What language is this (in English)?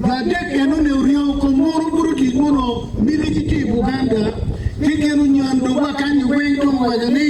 Acoli